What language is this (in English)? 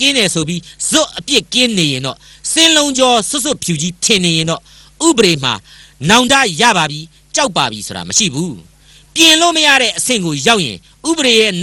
Burmese